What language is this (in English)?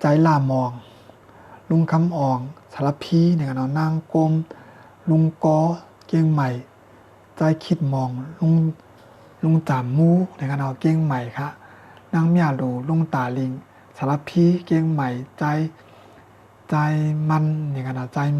Shan